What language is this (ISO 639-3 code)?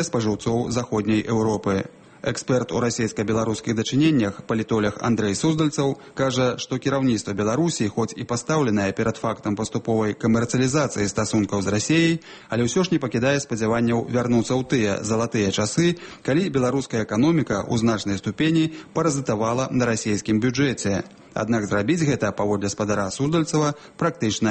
bel